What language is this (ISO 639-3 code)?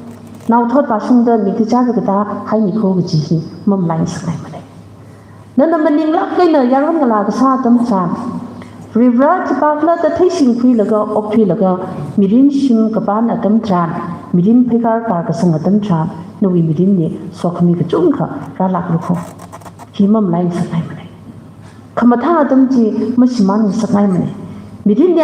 nmf